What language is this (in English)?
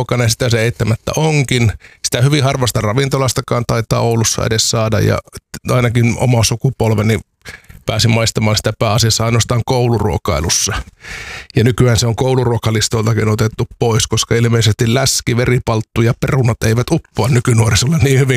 Finnish